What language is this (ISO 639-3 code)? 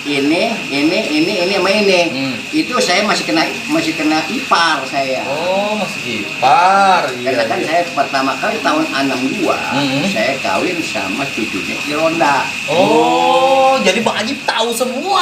bew